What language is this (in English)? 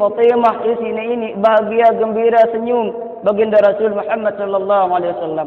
Sasak